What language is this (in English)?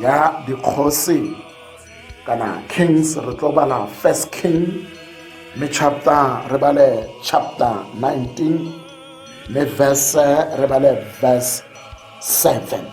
Tswana